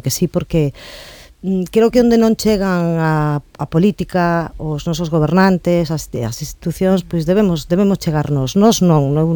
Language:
Galician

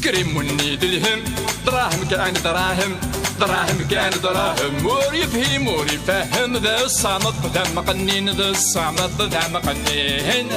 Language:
Kabyle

